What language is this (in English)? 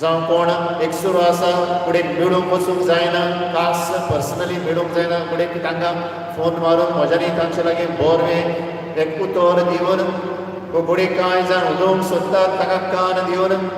Konkani